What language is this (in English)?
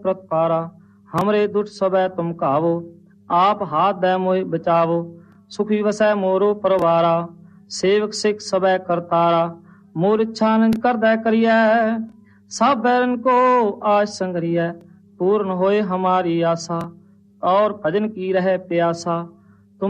Punjabi